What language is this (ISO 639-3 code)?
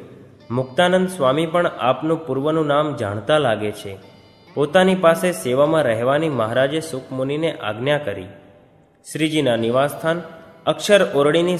guj